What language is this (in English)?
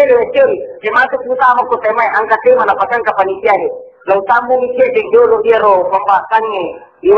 Buginese